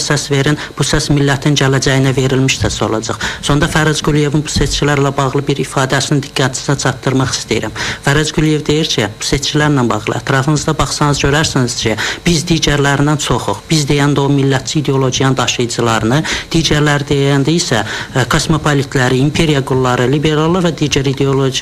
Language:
Azerbaijani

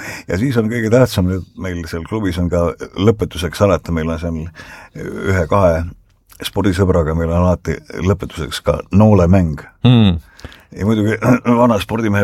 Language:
Estonian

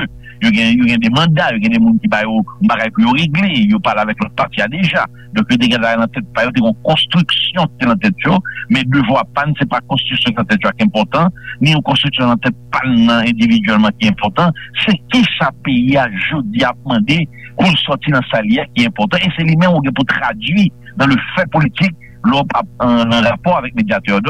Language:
Haitian Creole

